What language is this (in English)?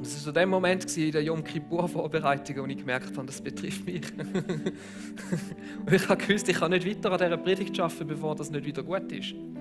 Swiss German